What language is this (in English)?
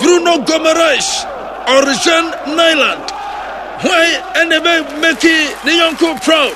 Akan